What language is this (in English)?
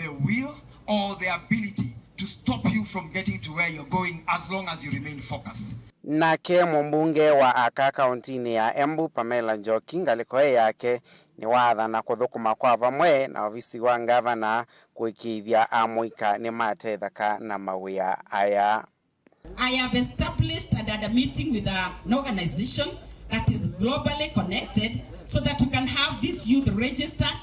Kamba